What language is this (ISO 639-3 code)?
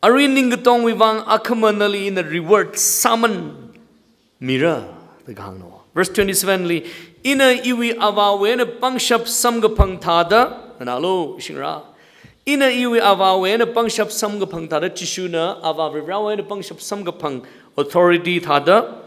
nmf